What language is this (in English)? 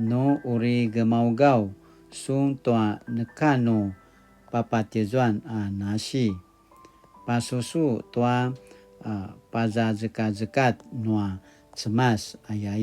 Paiwan